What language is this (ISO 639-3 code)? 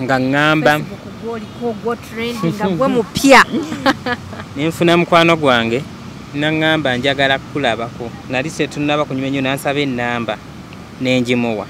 lug